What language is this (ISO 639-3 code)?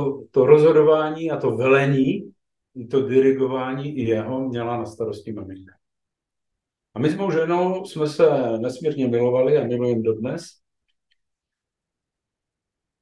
ces